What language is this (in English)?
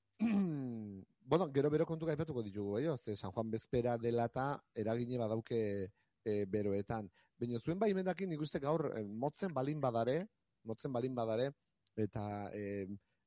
Basque